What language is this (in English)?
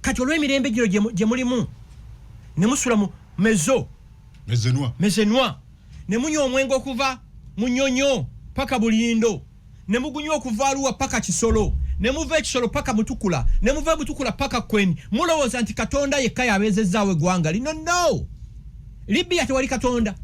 Ganda